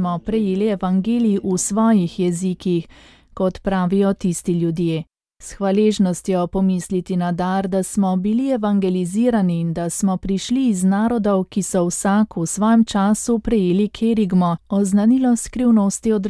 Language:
Slovenian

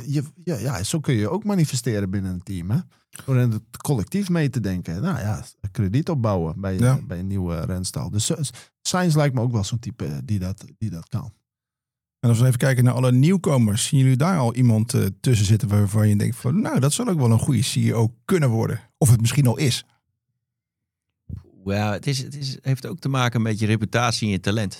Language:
Dutch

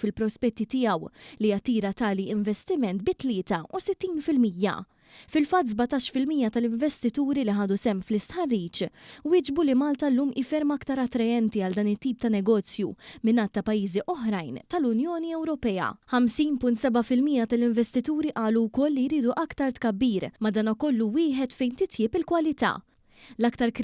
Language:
Maltese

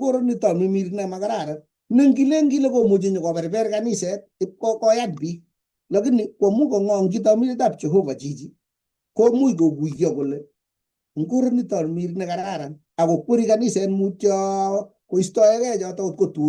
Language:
Kalenjin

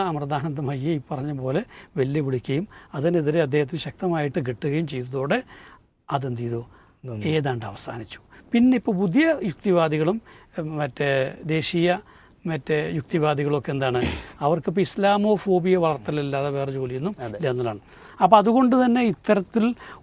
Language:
Malayalam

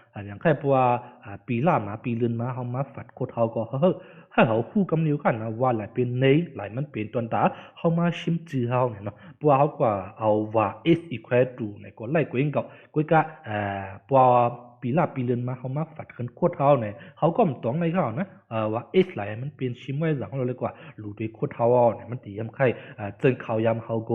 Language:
Shan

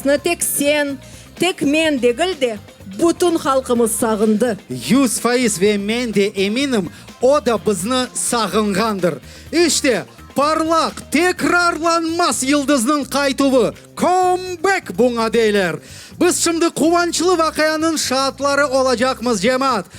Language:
Crimean Tatar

